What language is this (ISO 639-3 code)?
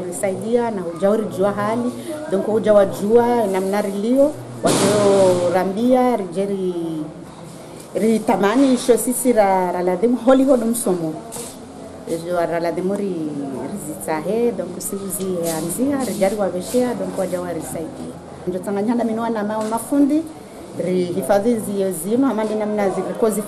zdj